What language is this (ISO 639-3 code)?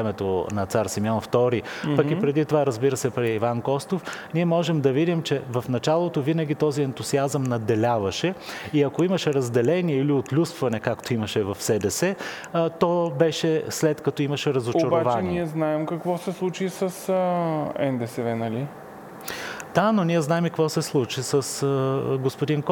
bul